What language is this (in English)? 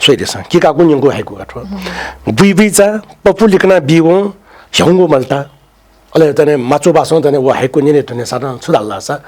Newari